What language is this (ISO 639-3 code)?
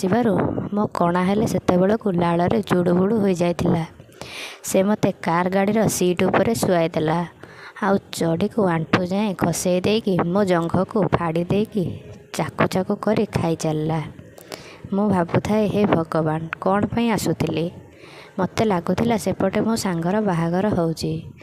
ori